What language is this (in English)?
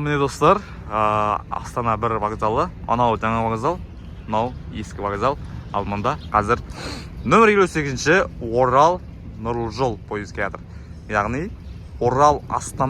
Kazakh